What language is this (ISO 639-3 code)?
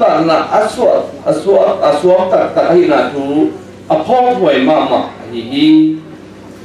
ctd